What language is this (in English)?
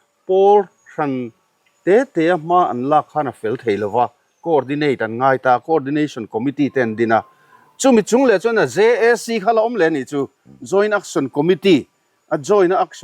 Mizo